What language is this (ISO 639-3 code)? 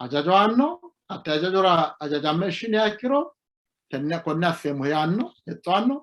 sid